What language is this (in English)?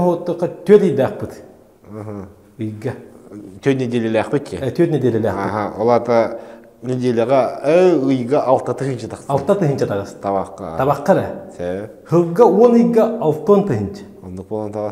Yakut